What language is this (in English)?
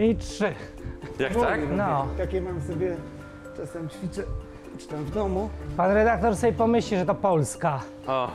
Polish